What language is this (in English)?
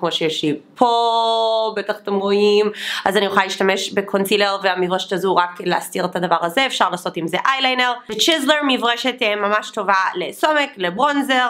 Hebrew